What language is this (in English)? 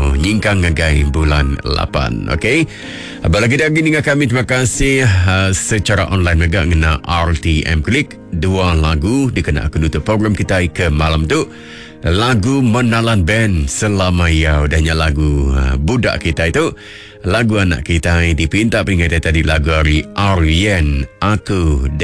Iban